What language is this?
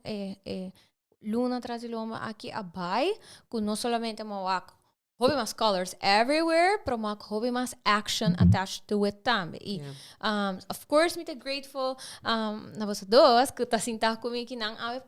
Papiamento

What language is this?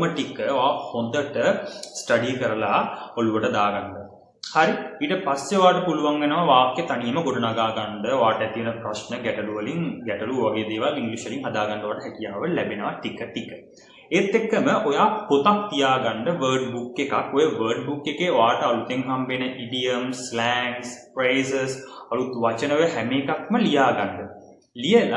Sinhala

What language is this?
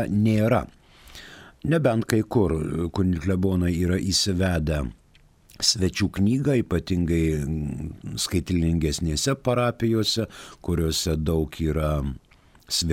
Lithuanian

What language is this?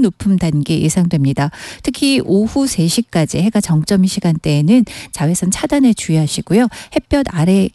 Korean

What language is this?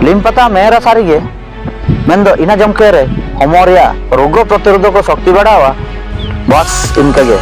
Ho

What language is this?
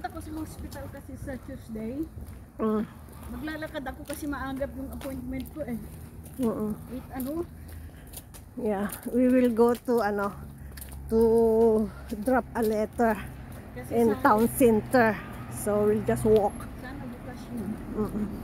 Filipino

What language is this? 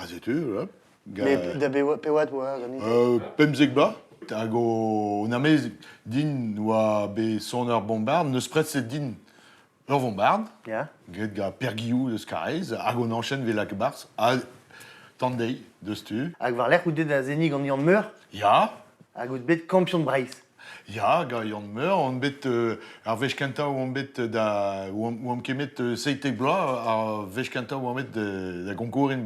Breton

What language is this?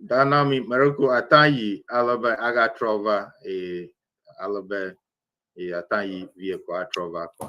Ewe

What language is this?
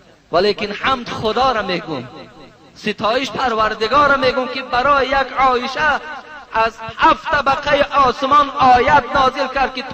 Tajik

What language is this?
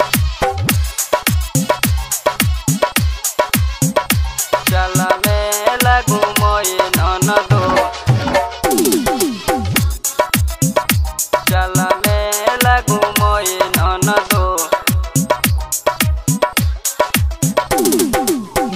Bhojpuri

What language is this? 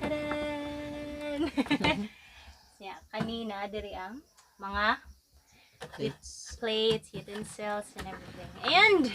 Cebuano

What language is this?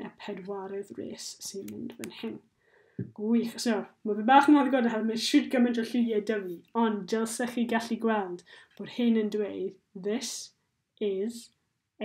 Welsh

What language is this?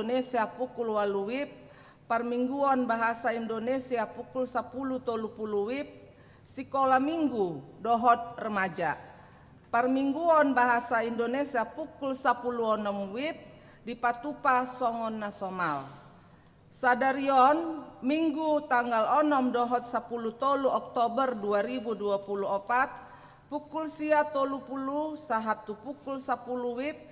Batak Toba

